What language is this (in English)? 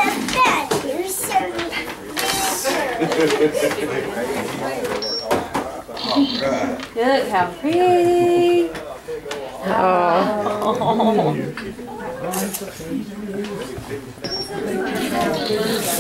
English